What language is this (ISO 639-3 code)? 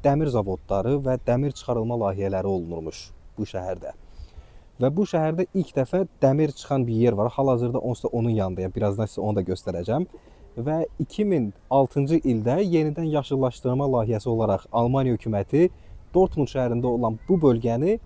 aze